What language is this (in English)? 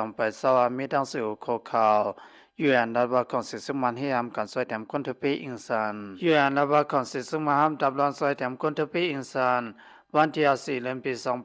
Lao